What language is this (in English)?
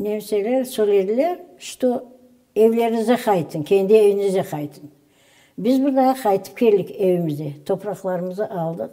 Crimean Tatar